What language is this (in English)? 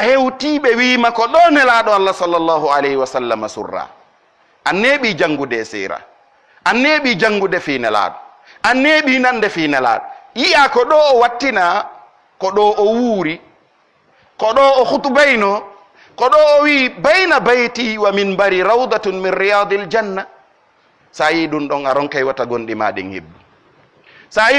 Pular